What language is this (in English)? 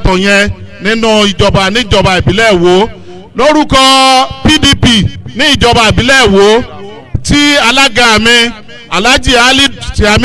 Yoruba